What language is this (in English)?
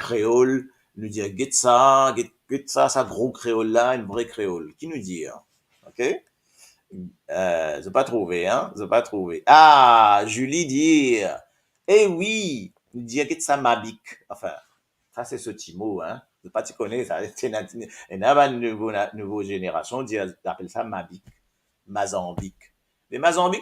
Morisyen